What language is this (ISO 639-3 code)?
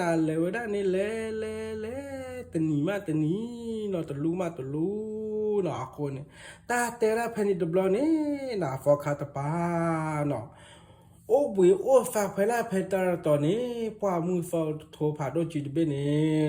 ksw